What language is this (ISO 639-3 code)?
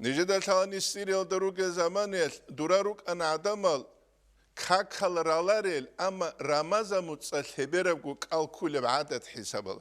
ava